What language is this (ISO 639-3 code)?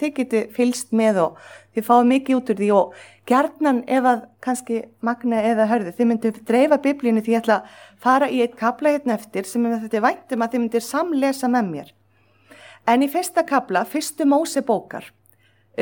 isl